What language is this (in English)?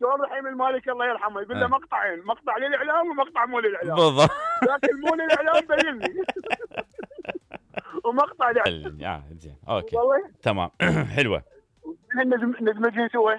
Mesopotamian Arabic